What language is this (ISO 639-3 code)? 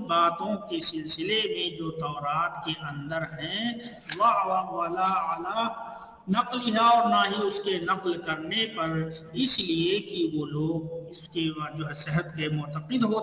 urd